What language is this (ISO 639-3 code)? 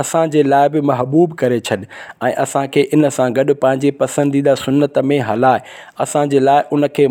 snd